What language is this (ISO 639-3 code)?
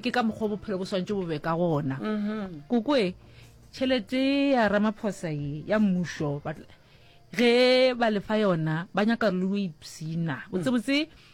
nso